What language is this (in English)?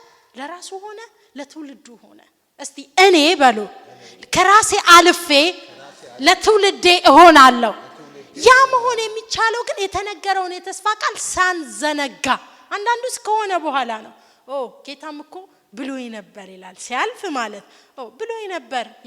Amharic